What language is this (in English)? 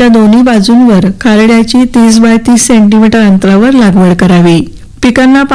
Marathi